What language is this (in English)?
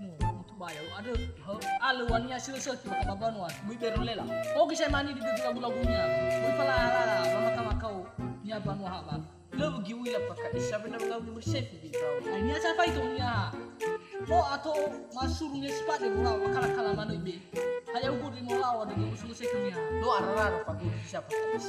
Nias